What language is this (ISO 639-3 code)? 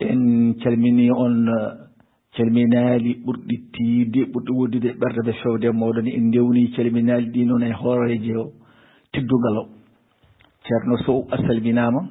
ful